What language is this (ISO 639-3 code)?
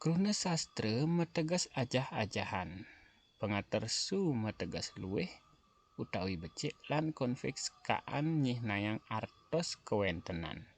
ban